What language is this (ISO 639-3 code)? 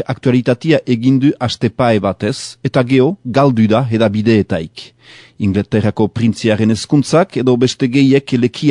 eus